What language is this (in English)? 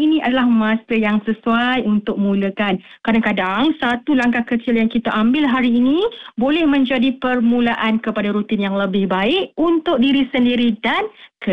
Malay